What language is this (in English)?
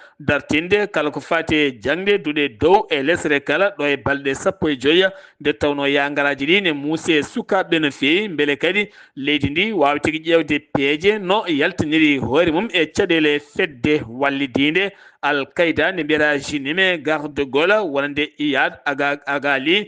Fula